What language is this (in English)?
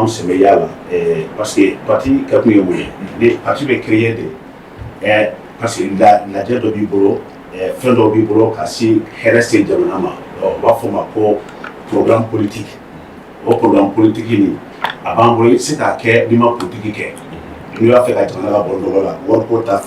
Bambara